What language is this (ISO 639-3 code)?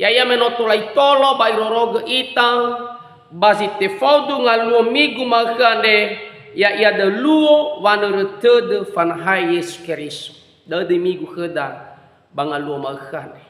nia